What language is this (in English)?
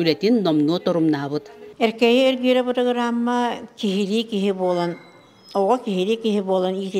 Yakut